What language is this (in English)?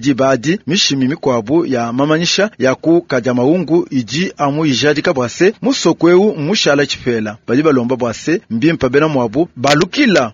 Luba-Lulua